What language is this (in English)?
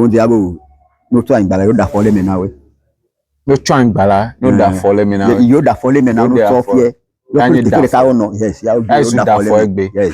Ewe